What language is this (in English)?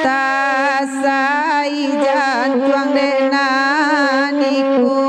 Minangkabau